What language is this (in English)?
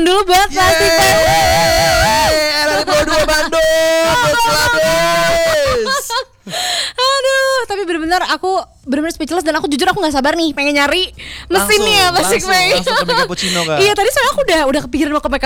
Indonesian